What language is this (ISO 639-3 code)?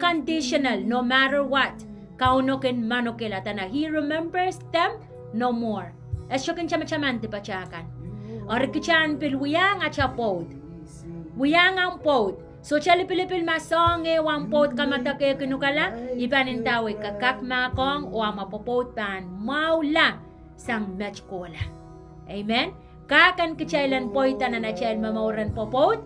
pon